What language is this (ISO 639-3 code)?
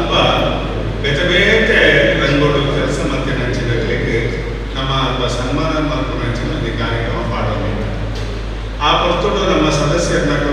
tcy